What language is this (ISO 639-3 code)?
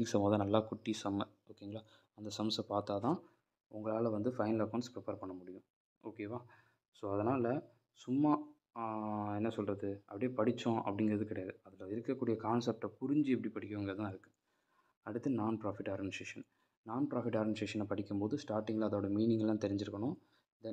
tam